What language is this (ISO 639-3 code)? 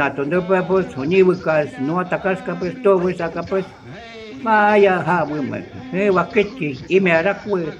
jiv